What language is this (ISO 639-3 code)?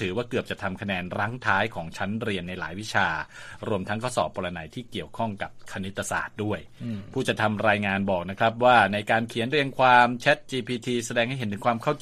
tha